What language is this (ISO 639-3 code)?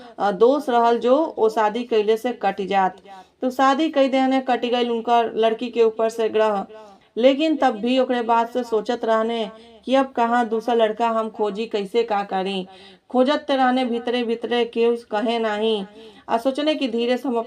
bho